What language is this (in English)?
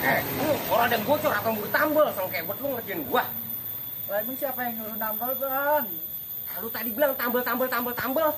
Betawi